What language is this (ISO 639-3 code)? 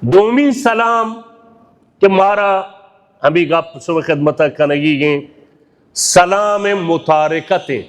bal